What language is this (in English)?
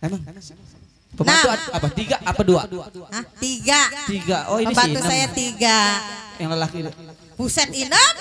Betawi